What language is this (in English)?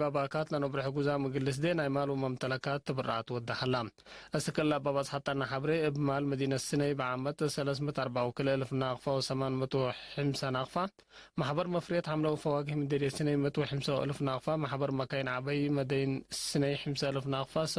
Tigre